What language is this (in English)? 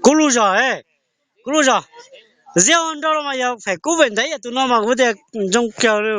Hmong